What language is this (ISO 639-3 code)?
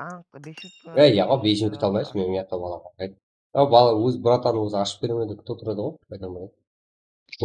kaa